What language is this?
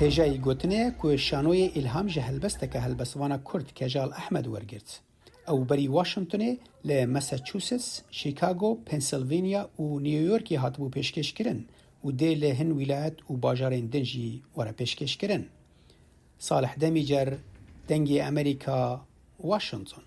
Kurdish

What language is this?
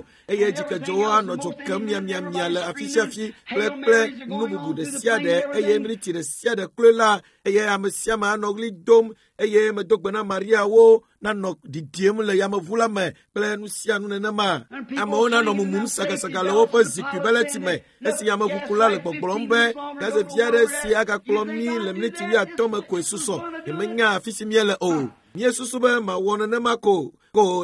Ewe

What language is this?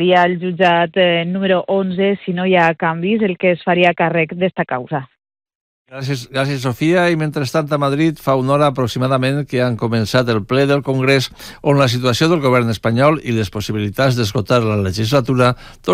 Catalan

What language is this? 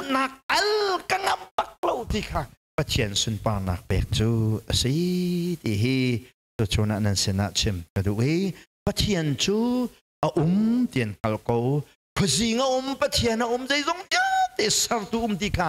Hakha Chin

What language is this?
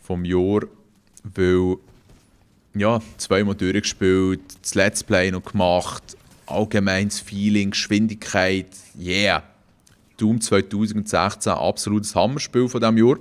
Swiss German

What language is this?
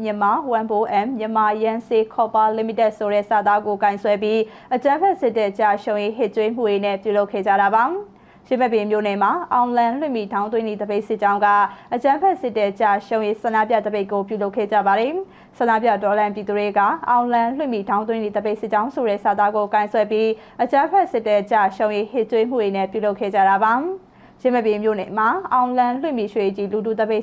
Burmese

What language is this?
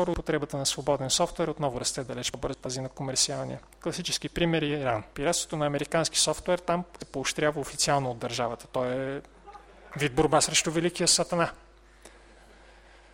Bulgarian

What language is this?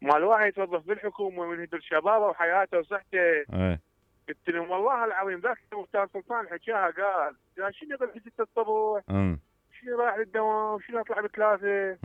Mesopotamian Arabic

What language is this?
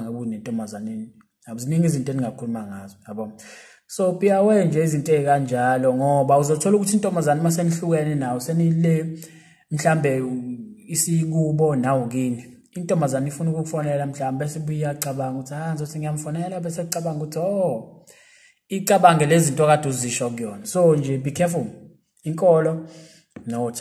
Zulu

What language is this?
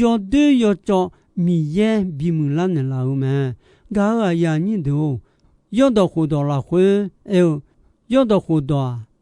Akha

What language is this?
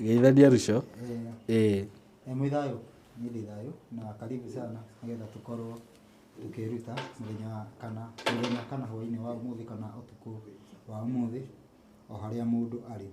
Kikuyu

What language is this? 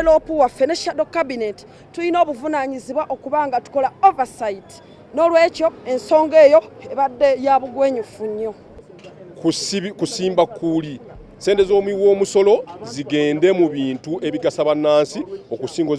Ganda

